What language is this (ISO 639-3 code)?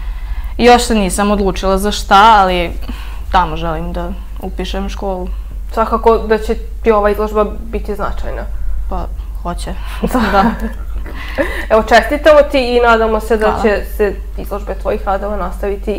srp